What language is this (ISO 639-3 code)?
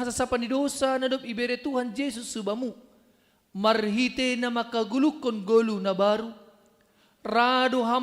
bts